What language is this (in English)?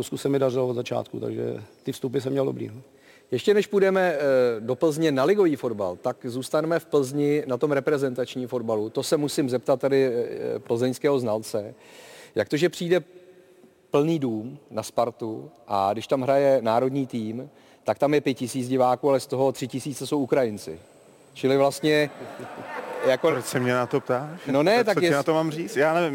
Czech